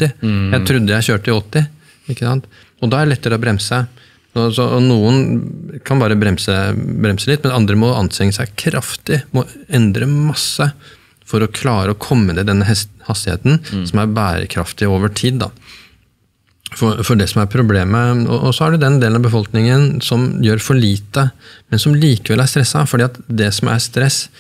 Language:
Norwegian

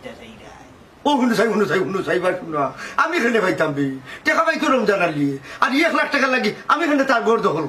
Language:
Sylheti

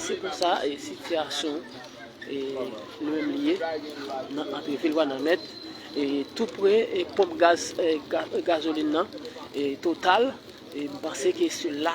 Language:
Haitian Creole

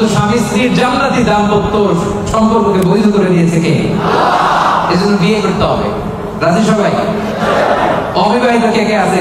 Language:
Bangla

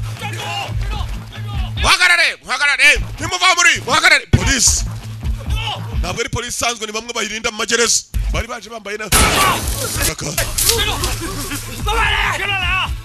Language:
Kinyarwanda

